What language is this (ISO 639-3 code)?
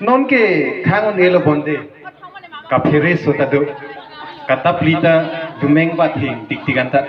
mjw